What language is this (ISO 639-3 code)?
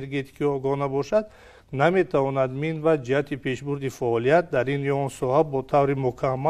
tgk